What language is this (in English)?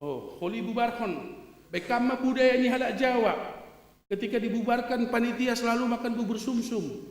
Batak Simalungun